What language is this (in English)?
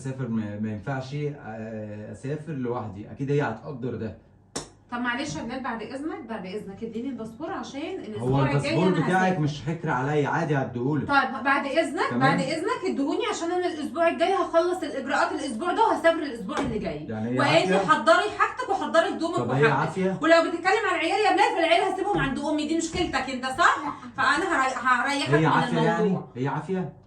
Egyptian Arabic